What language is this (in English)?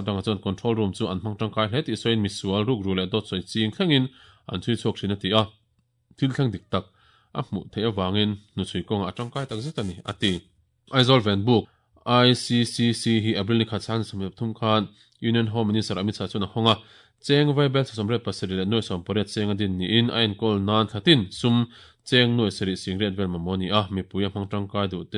Mizo